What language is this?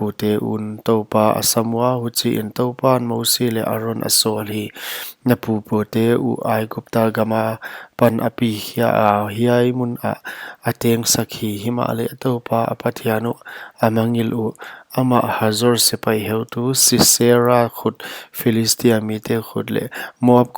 Paite Chin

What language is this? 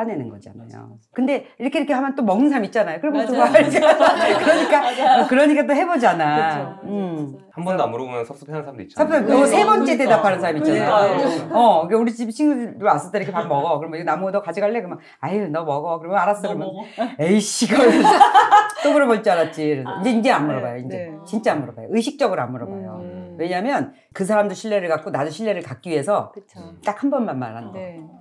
Korean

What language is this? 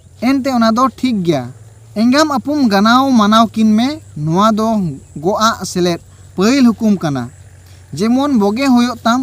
Santali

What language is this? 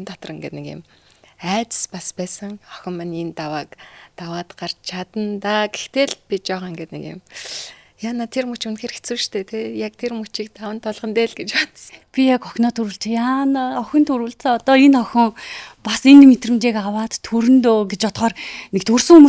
Mongolian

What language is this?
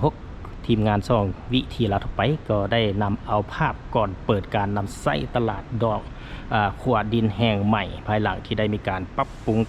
Lao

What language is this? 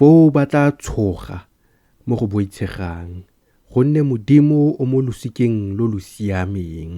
Tswana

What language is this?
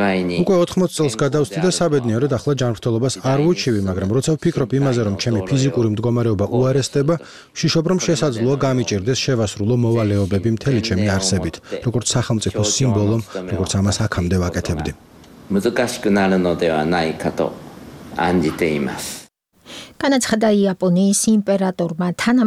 Georgian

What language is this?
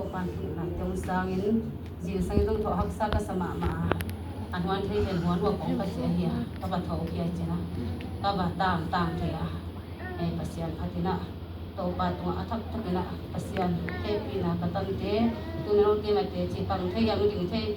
Tedim Chin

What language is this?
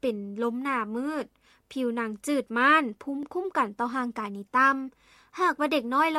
Lao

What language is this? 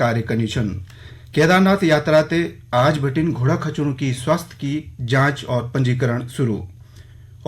Garhwali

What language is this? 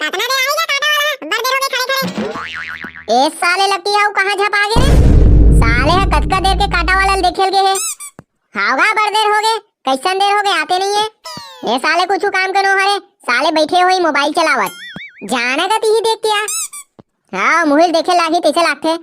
Chhattisgarhi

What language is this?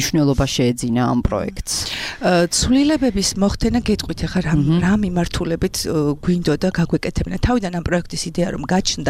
Georgian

